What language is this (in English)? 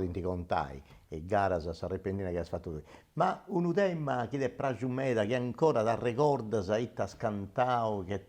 Sardinian